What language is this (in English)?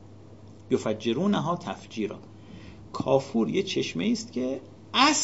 Persian